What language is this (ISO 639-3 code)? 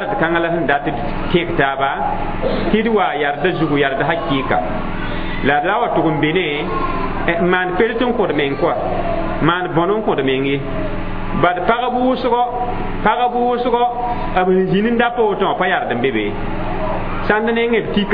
mos